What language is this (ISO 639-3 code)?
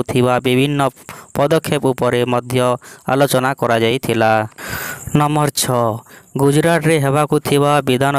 ori